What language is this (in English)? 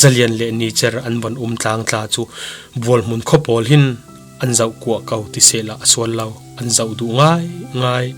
Falam Chin